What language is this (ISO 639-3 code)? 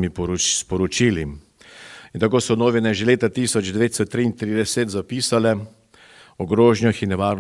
slv